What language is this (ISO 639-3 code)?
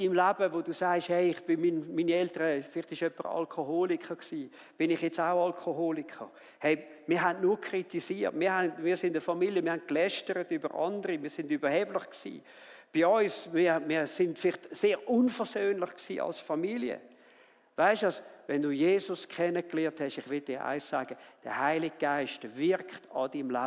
gsw